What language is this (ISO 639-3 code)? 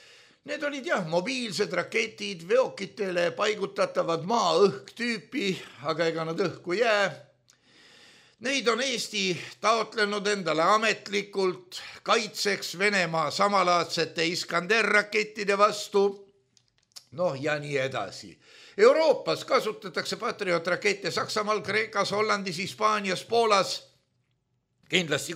est